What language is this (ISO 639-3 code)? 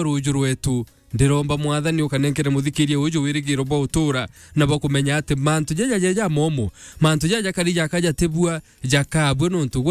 mer